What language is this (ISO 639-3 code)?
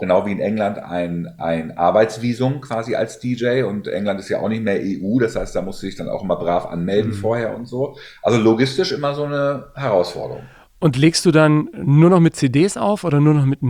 deu